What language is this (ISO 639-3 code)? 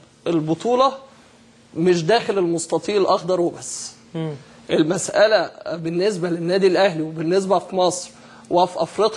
arz